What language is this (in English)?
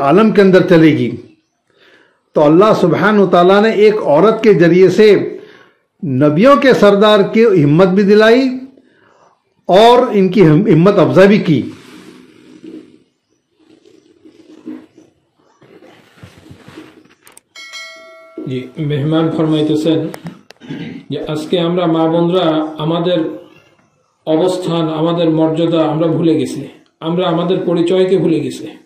Bangla